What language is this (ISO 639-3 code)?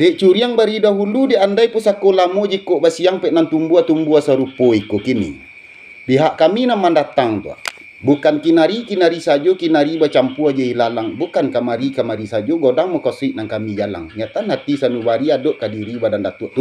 min